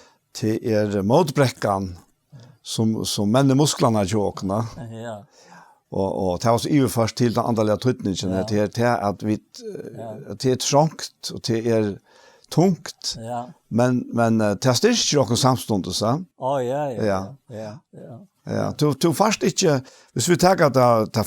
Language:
Faroese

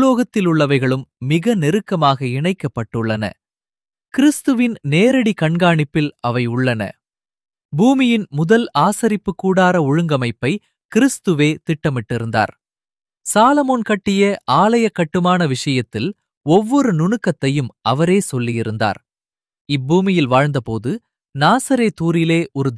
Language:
Tamil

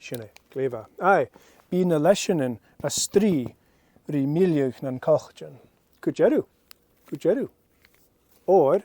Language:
Scottish Gaelic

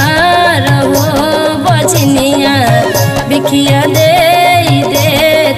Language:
Bhojpuri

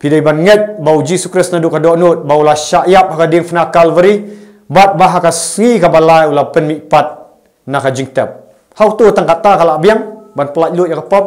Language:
Khasi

